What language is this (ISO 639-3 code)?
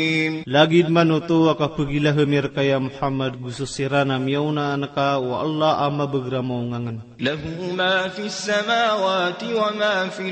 mrw